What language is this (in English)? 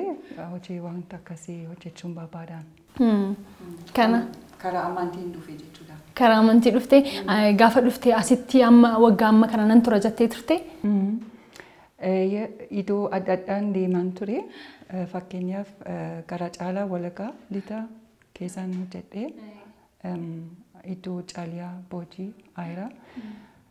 Oromo